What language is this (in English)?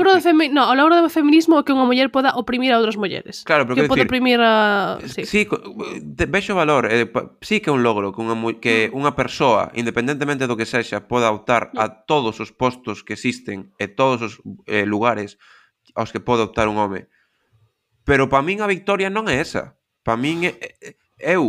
Galician